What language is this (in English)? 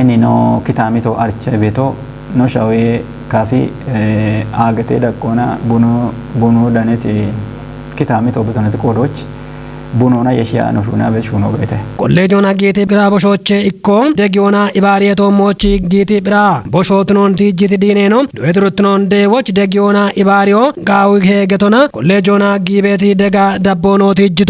Kafa